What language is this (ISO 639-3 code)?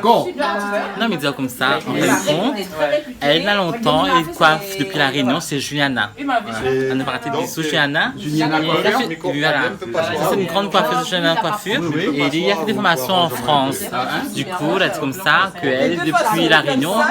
rcf